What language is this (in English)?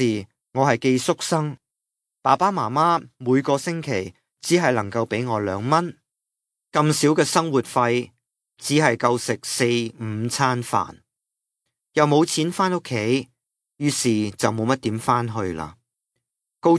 Cantonese